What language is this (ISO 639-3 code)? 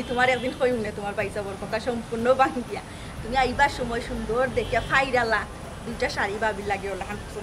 syl